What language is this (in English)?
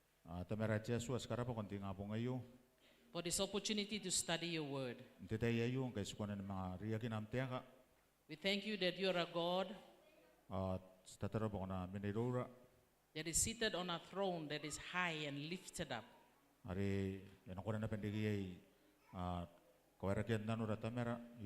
Gilbertese